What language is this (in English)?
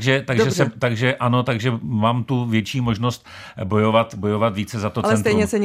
Czech